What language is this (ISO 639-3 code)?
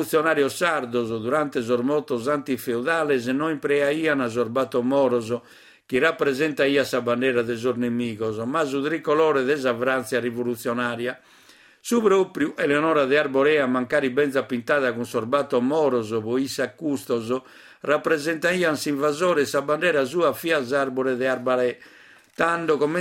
srd